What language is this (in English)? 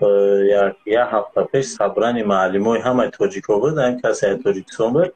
Tajik